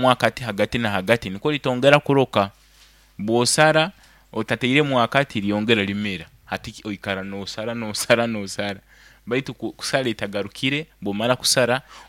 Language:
Nyoro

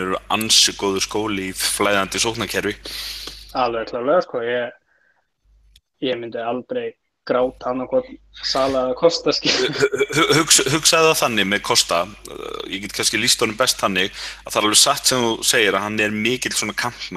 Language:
Icelandic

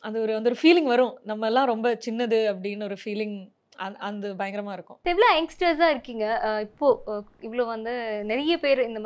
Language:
Tamil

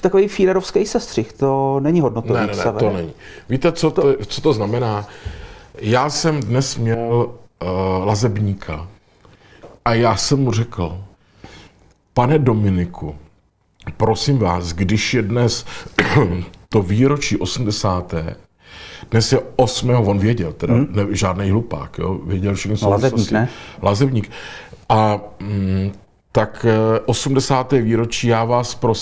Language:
Czech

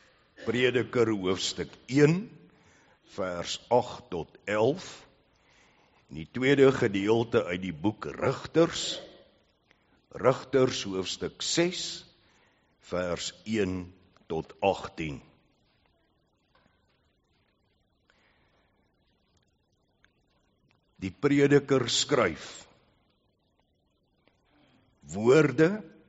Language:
Afrikaans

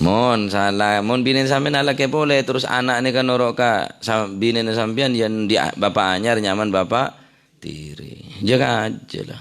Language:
Madurese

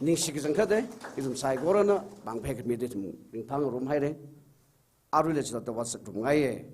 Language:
Tangkhul Naga (India)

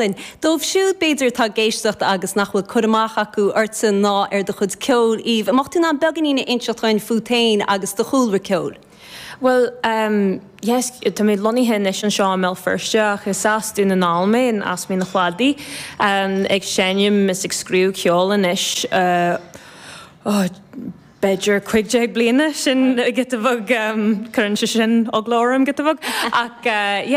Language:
Irish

